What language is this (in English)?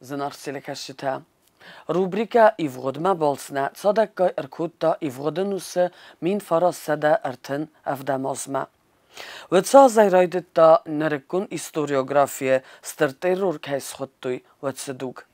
Ossetic